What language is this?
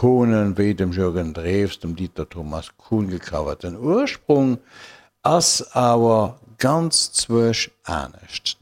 Luxembourgish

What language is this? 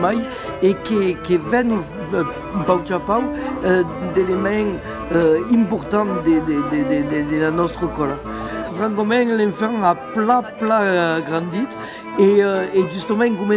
Occitan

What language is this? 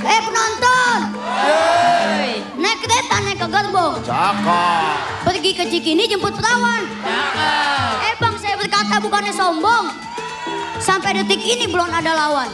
Betawi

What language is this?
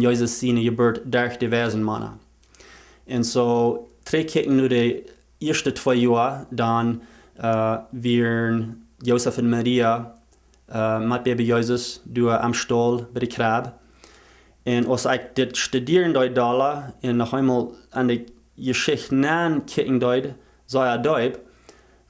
Plautdietsch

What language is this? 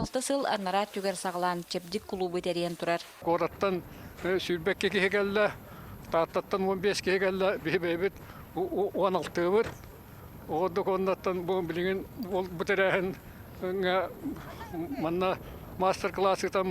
Yakut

